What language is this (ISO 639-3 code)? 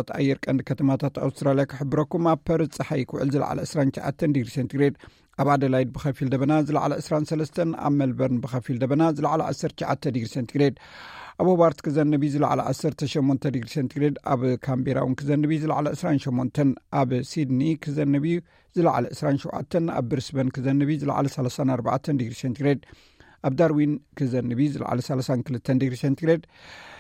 tir